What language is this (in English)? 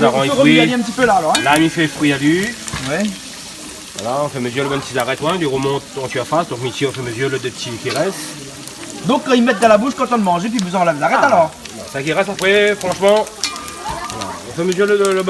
Réunion Creole French